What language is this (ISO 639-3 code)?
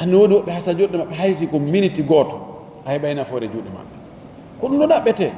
ful